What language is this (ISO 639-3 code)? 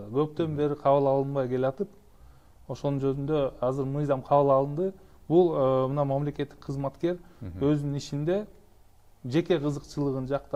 kir